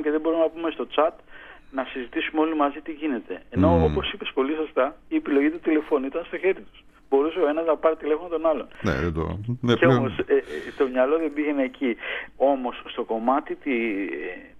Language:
Greek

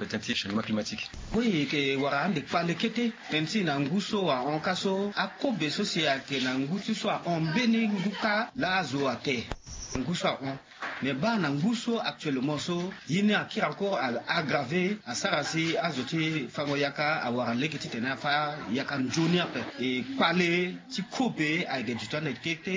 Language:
Sango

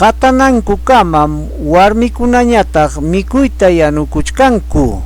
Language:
Ayacucho Quechua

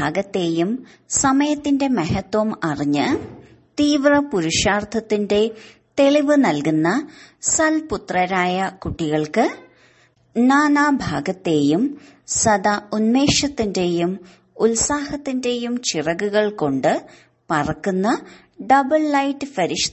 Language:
Malayalam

